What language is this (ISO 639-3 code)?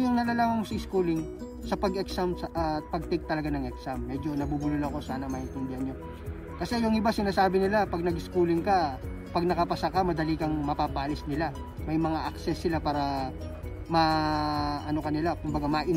fil